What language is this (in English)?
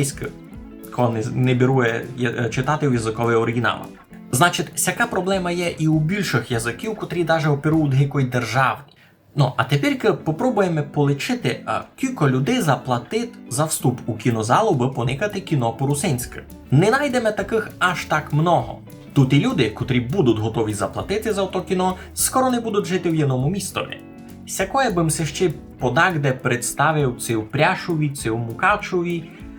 Rusyn